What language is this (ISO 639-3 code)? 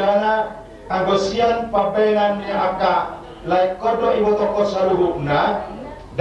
bbc